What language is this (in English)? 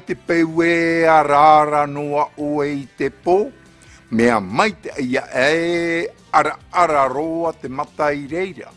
Tahitian